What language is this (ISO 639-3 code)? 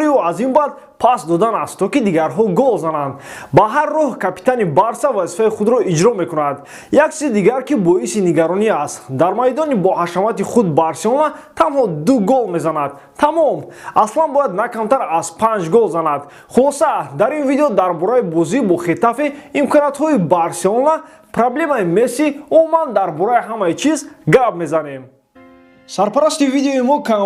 tgk